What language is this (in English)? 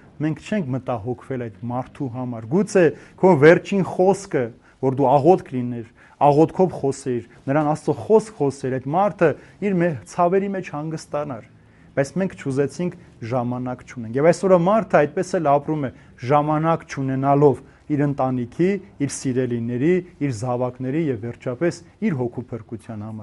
Armenian